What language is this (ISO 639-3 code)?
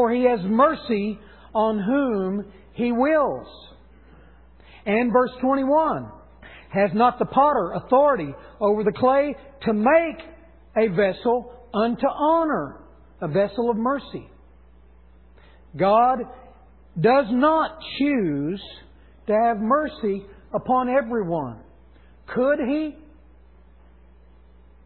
eng